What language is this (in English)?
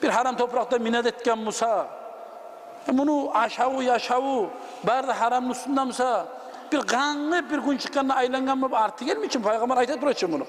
Kumyk